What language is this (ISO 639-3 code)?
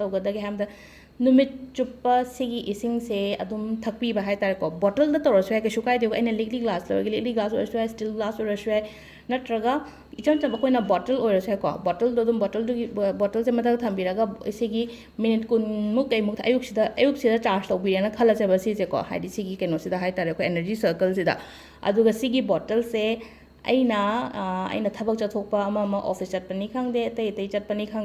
mni